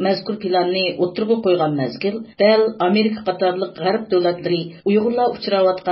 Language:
Uyghur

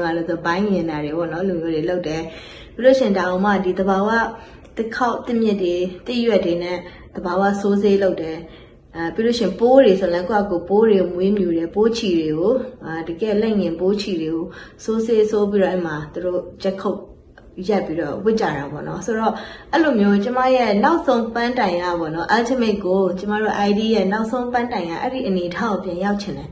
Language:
Burmese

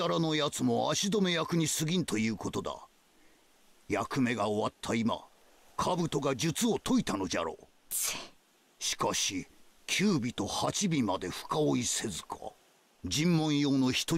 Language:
Japanese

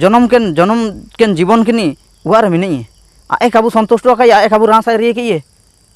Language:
Ho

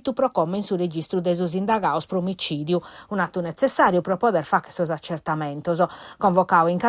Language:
Sardinian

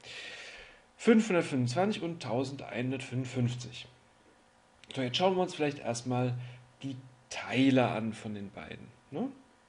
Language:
German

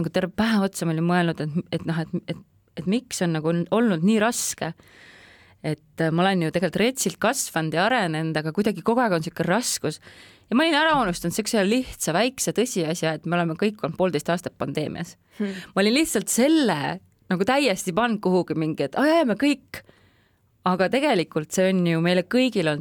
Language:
Estonian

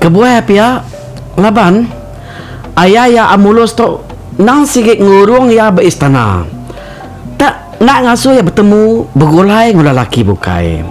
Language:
Iban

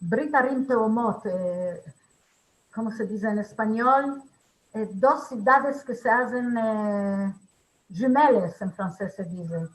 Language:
Ladino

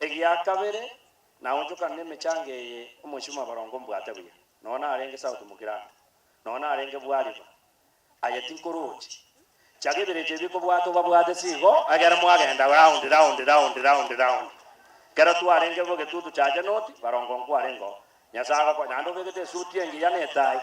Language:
Gusii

